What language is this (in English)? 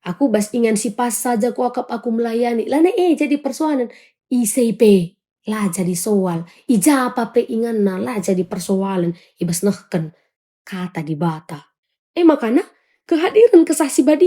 Batak Karo